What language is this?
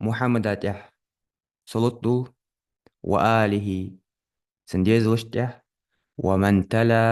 Ingush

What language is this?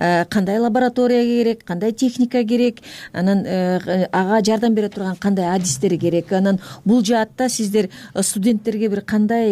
Kyrgyz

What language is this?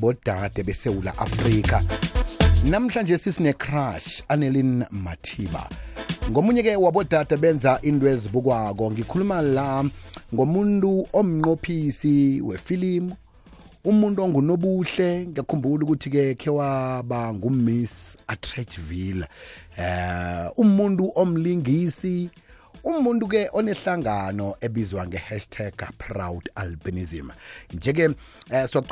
South Ndebele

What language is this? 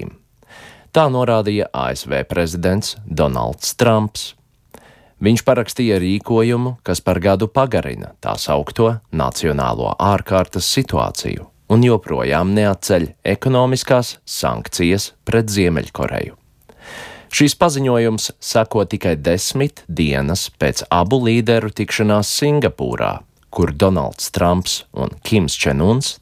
Latvian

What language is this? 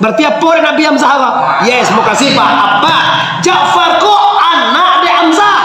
Minangkabau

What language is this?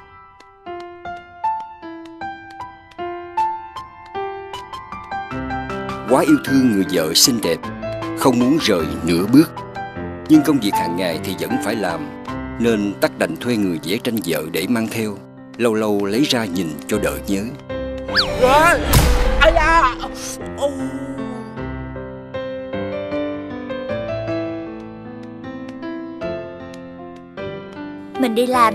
Vietnamese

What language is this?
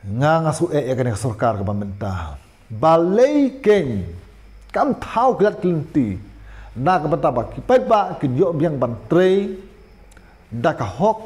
Khasi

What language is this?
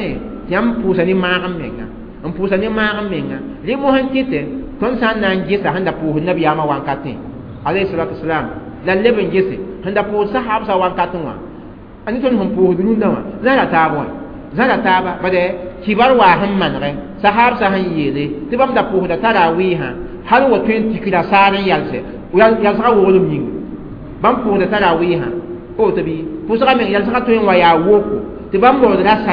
Mossi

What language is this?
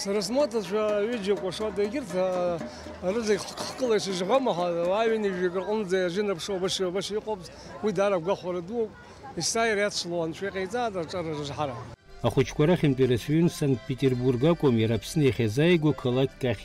Abkhazian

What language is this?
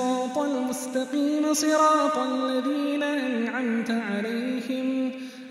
Arabic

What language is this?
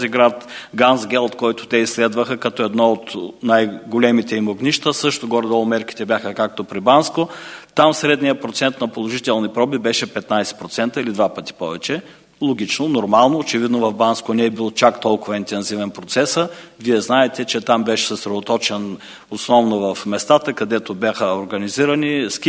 Bulgarian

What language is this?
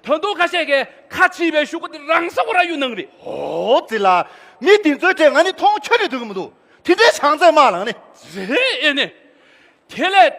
Tibetan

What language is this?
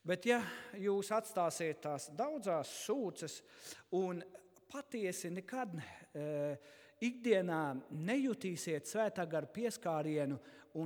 Latvian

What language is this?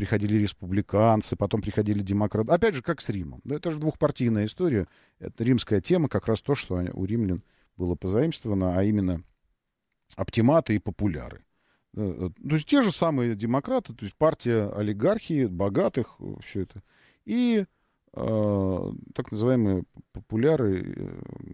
Russian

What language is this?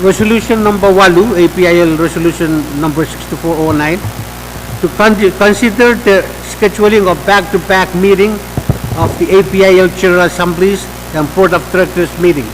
Pohnpeian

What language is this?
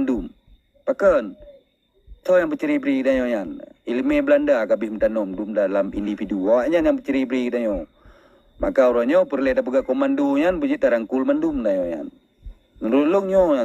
Achinese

